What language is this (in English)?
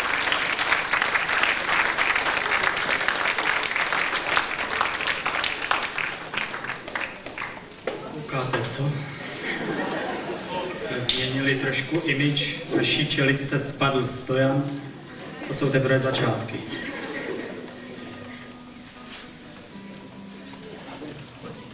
Czech